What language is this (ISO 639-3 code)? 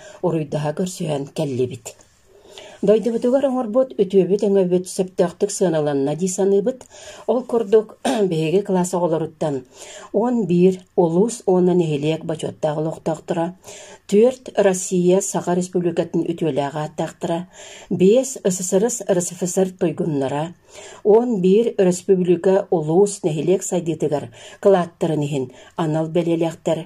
sah